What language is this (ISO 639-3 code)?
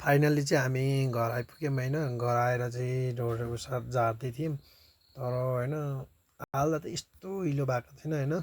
nep